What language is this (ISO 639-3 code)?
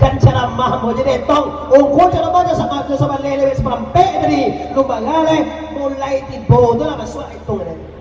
min